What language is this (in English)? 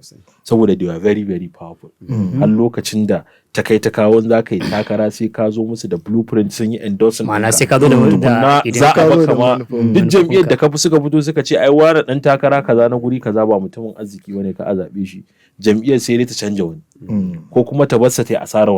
Hausa